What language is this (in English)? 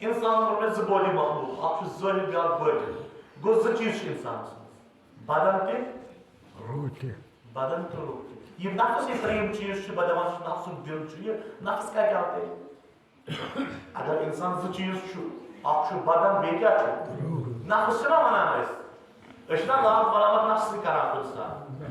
Kashmiri